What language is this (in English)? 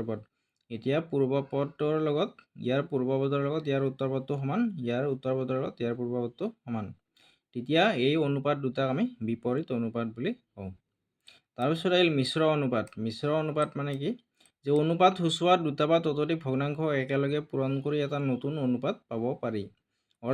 Assamese